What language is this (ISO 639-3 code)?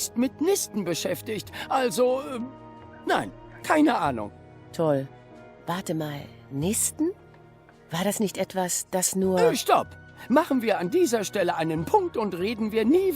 gsw